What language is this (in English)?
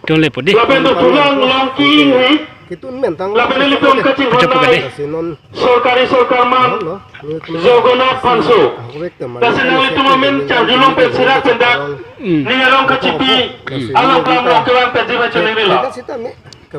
Karbi